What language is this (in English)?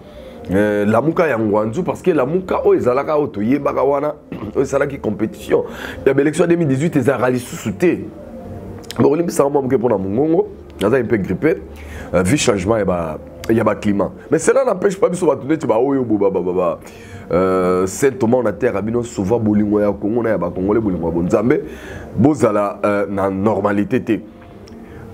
Lingala